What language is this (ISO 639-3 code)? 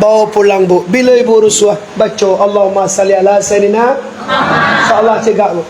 min